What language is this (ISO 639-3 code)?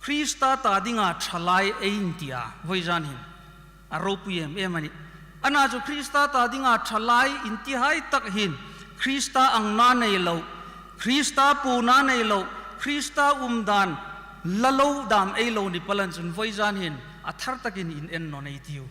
hmr